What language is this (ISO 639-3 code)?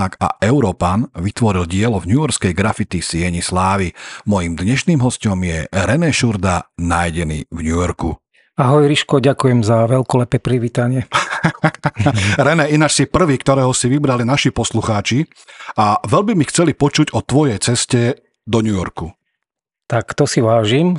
slk